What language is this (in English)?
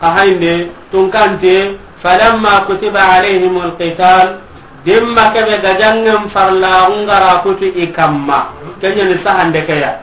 Soninke